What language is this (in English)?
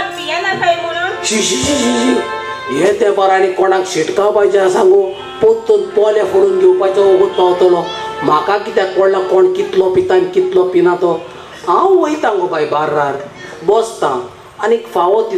Konkani